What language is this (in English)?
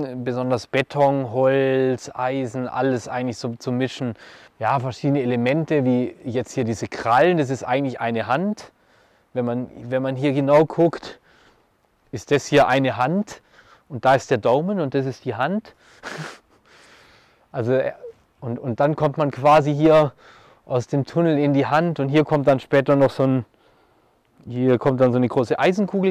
German